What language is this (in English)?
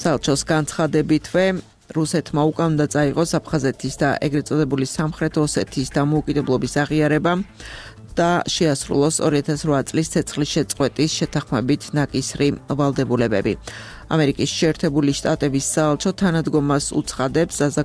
Georgian